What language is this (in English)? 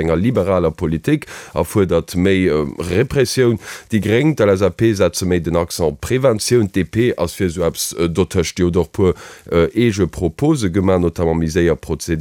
Luxembourgish